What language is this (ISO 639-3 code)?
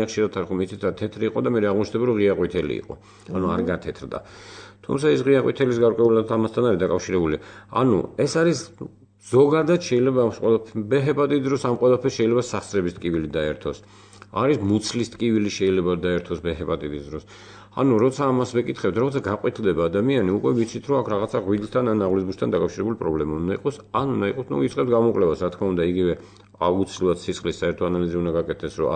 kat